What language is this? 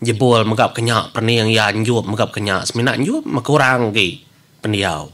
Iban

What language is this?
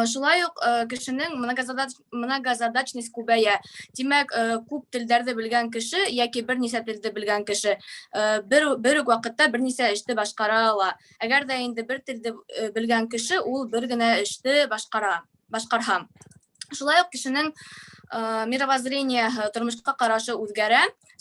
Bashkir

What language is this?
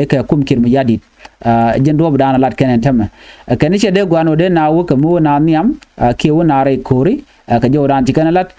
Nuer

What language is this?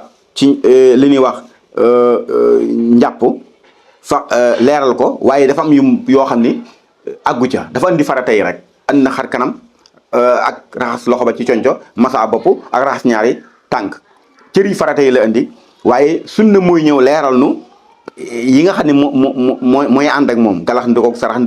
Wolof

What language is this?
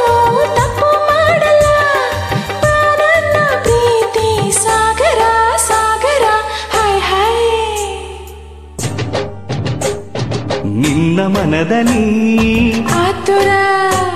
Kannada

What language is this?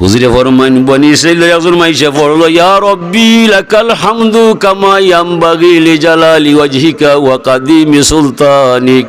Sylheti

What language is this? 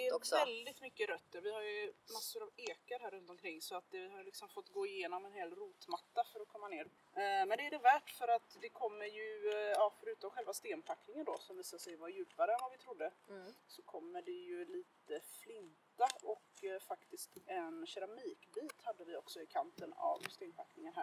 Swedish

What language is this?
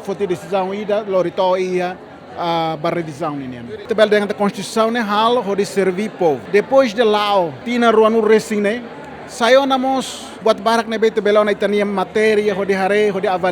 Tetum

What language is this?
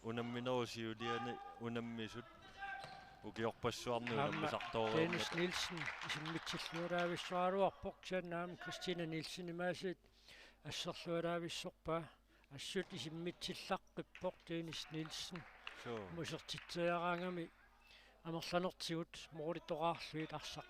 Kalaallisut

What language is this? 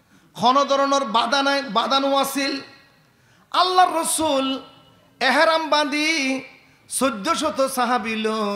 Rohingya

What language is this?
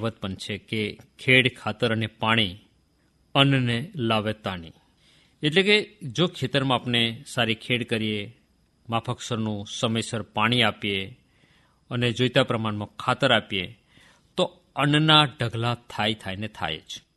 Gujarati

